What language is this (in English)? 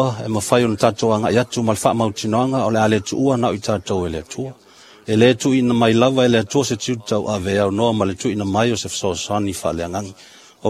Samoan